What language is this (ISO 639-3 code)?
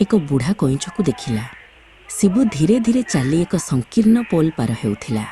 ori